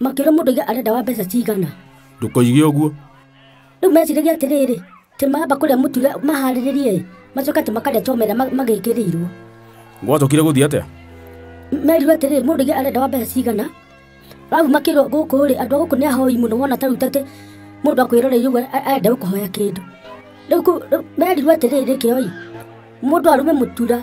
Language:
Kikuyu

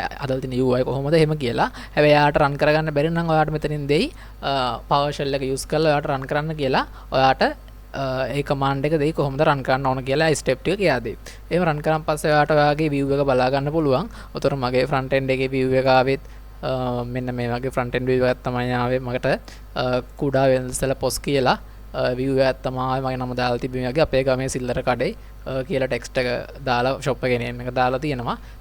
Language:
Sinhala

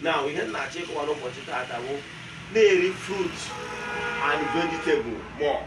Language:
Igbo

